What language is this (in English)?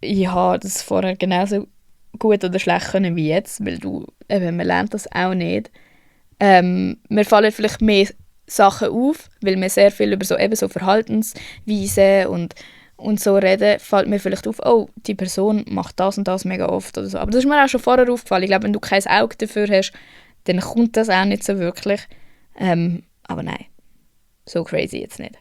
Swiss German